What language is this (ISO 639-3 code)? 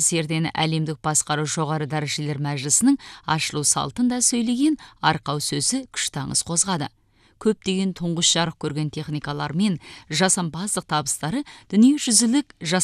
kaz